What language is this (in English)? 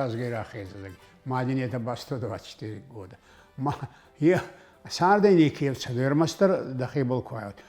Ossetic